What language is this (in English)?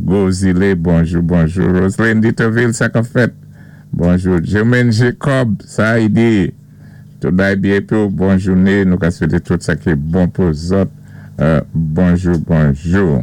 Saint Lucian Creole French